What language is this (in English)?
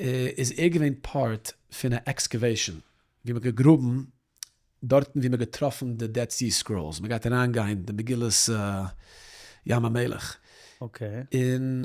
Yiddish